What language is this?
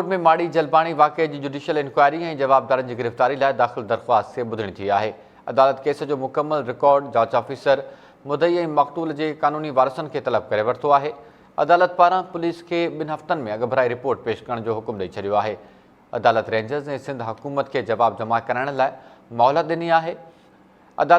Sindhi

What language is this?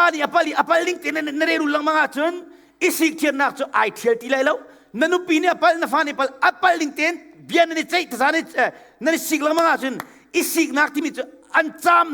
Hakha Chin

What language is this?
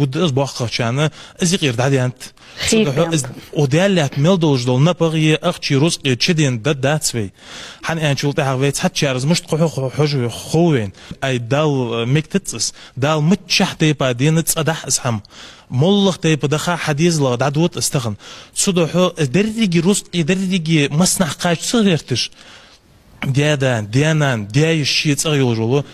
Ingush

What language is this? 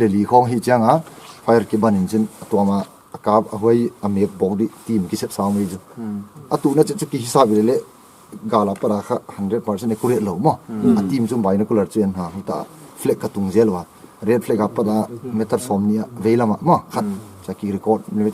Paite Chin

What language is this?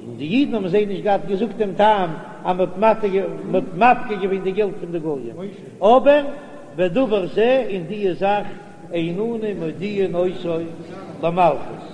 Yiddish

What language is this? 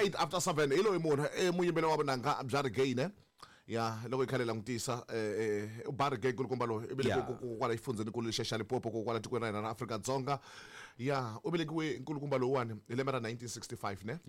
Tsonga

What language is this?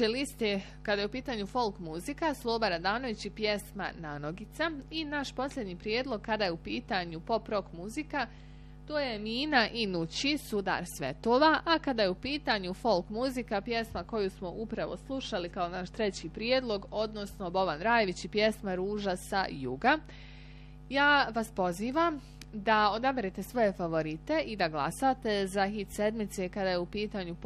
Bosnian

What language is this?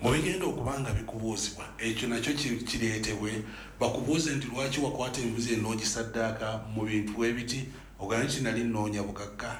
Ganda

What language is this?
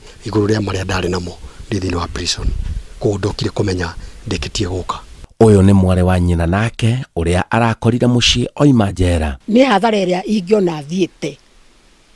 Kikuyu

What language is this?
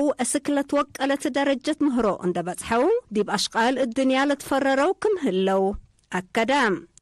Tigre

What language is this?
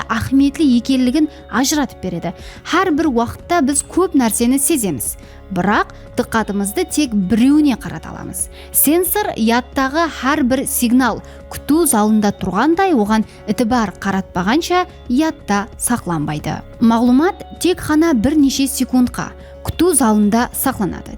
Kara-Kalpak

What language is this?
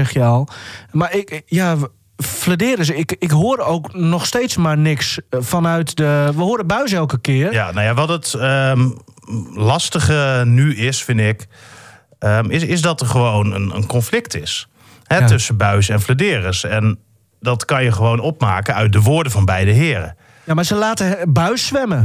Dutch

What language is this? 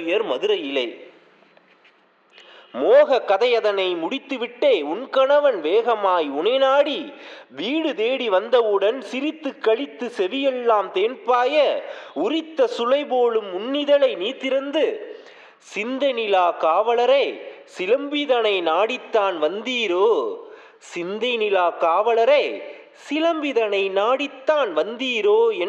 Tamil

